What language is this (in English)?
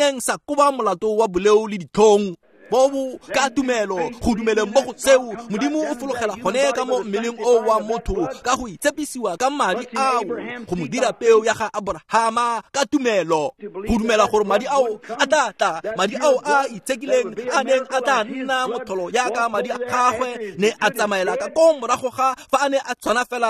Tswana